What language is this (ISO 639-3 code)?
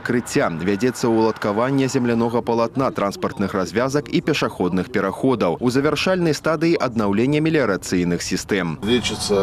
bel